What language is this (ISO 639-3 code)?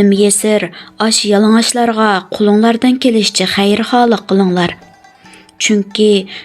uig